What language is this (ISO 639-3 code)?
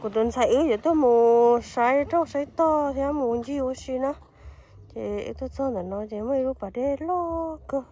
hmn